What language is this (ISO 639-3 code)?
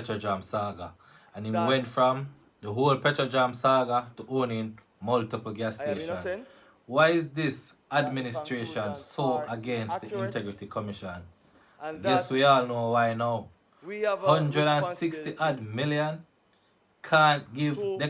jam